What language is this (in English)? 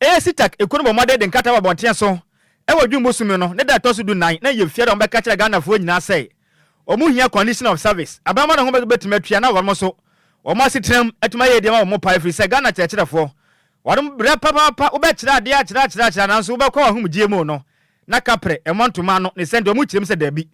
Akan